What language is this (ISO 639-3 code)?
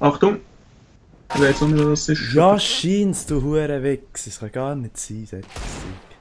gsw